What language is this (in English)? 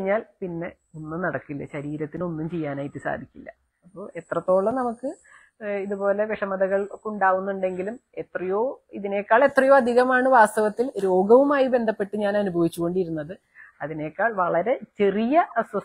Malayalam